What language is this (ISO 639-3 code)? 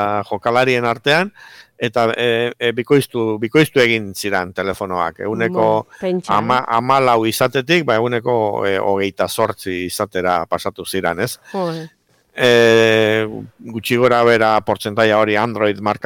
eus